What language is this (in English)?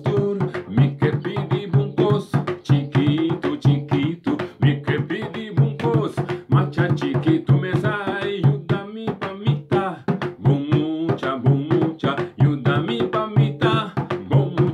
Papiamento